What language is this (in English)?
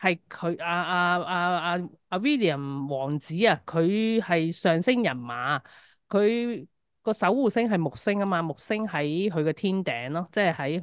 Cantonese